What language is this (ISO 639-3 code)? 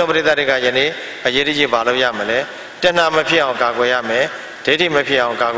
mya